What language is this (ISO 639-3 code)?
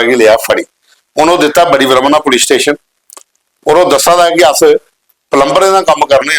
doi